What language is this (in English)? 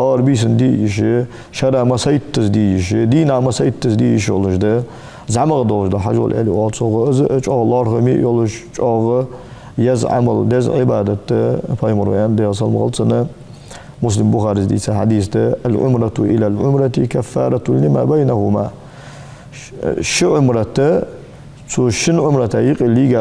Ingush